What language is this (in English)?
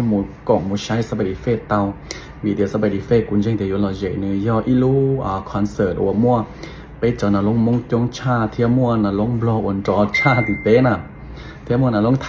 Hmong